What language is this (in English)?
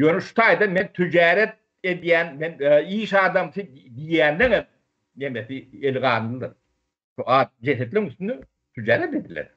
Turkmen